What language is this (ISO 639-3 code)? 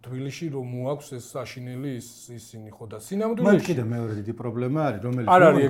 kat